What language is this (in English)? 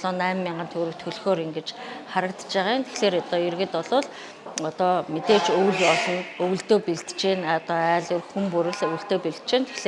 Mongolian